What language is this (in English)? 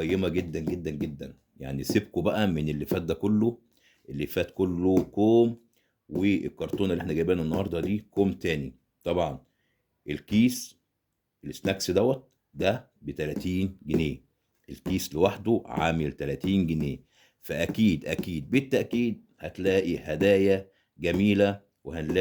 Egyptian Arabic